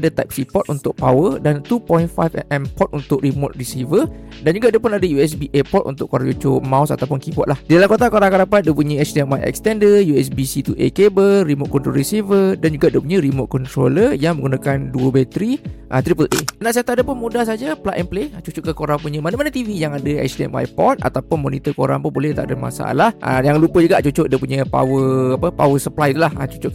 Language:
Malay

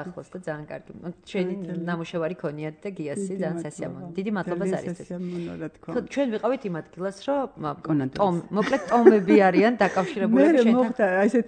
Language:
Georgian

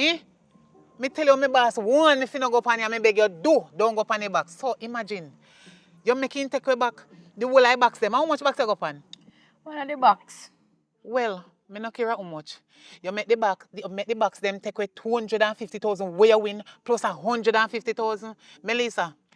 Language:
Jamaican Creole English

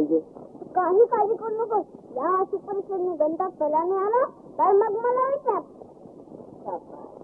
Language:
Marathi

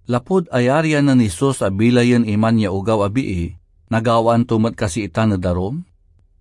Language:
Pangasinan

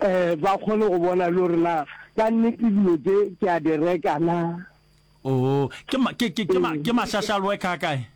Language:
Northern Sotho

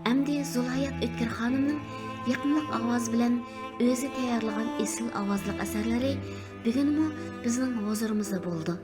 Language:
Uyghur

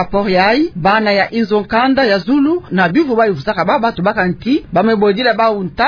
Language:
Kituba (Democratic Republic of Congo)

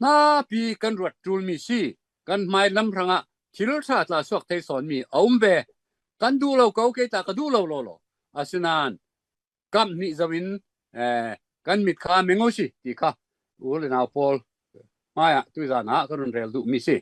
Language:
Falam Chin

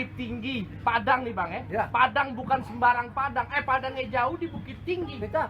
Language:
Betawi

